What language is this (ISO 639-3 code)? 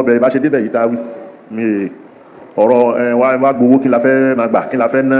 yor